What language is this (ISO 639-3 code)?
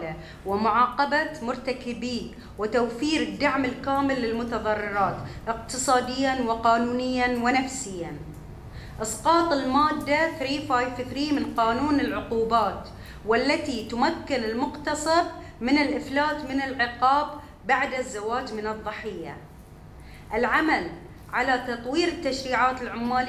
ara